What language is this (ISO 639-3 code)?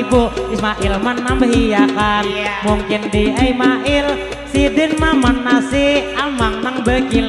bjn